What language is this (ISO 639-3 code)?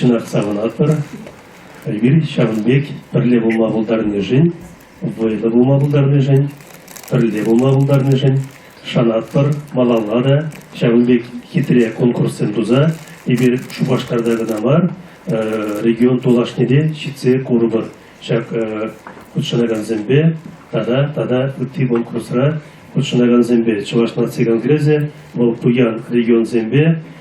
chv